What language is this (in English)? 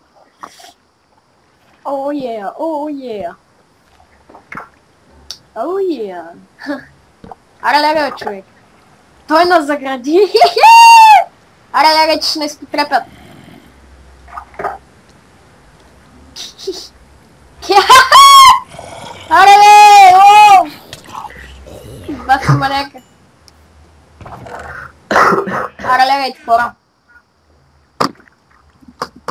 Bulgarian